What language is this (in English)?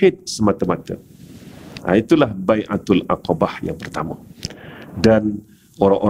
Malay